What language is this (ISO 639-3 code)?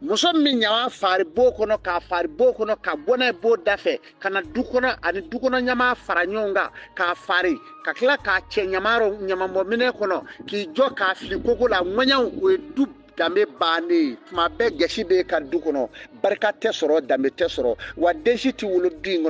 bam